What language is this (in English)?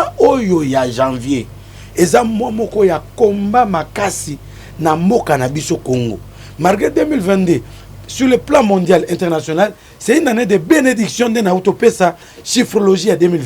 Lingala